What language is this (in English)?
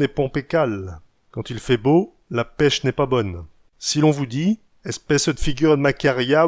Picard